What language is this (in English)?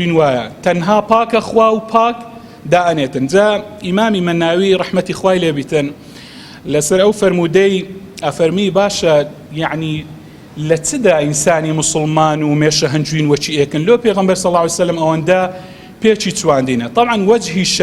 Central Kurdish